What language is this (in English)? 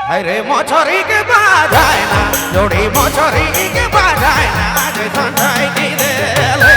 Sadri